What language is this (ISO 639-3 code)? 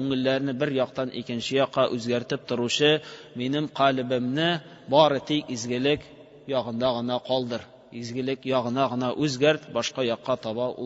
tat